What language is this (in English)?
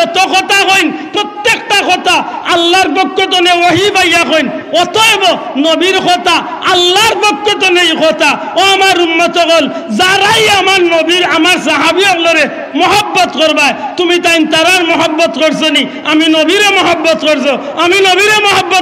Sylheti